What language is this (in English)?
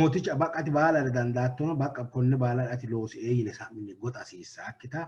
Sidamo